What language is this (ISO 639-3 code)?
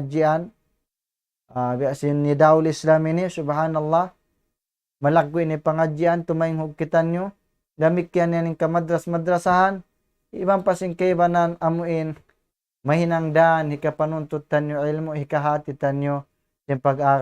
tsg